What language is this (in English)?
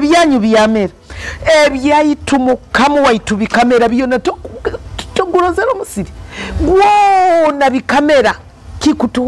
Nyoro